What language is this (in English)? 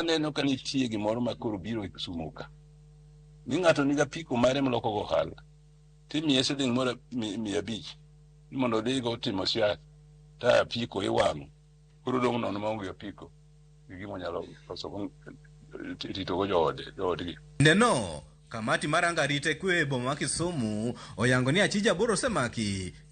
Luo (Kenya and Tanzania)